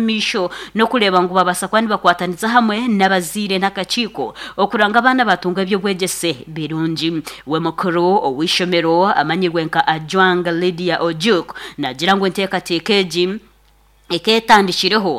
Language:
Nyankole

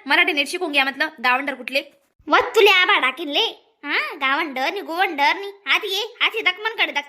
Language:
Khandesi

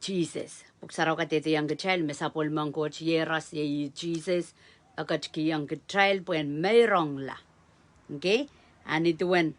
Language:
Pohnpeian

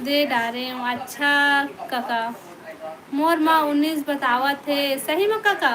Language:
Chhattisgarhi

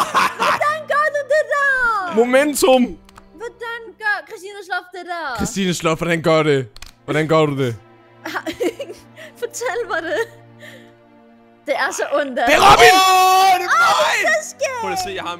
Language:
Danish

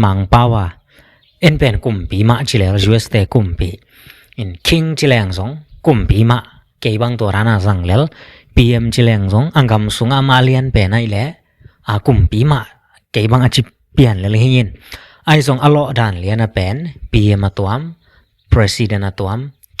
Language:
Tedim Chin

